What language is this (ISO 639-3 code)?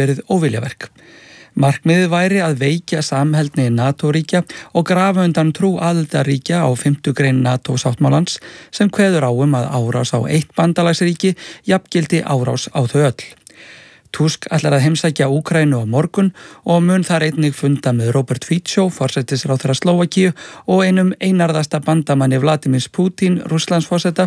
isl